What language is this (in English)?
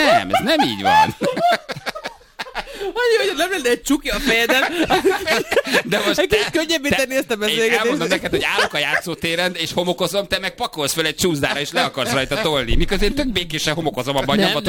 Hungarian